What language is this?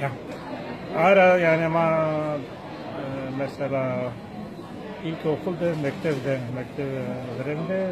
Zaza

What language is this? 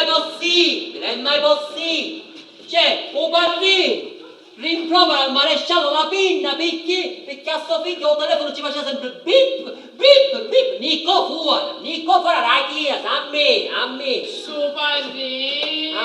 Sicilian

